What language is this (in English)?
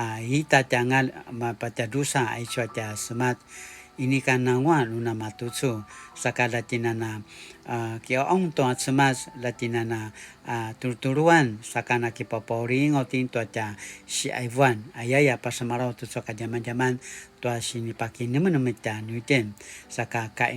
Paiwan